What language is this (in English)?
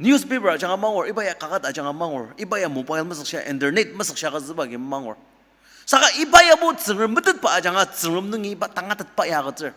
Ao Naga